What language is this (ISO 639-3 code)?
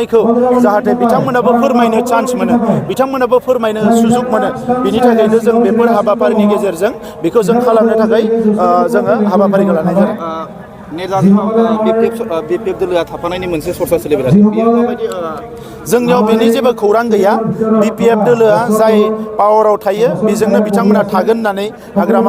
brx